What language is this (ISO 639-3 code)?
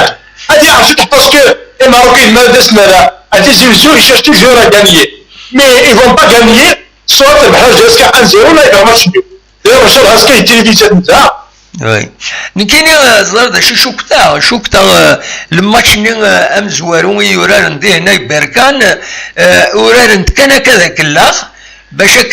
kab